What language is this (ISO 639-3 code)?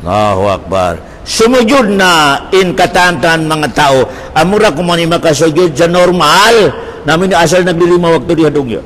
tsg